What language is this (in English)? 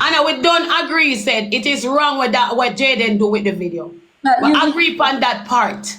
Jamaican Creole English